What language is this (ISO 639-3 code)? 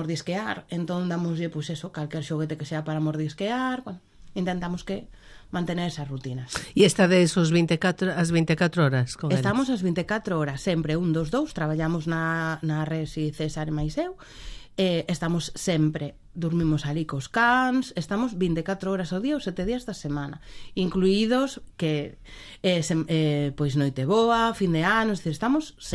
glg